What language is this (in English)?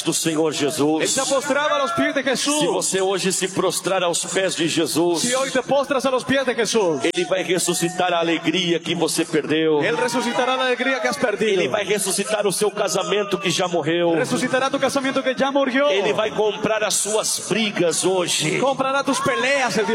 Portuguese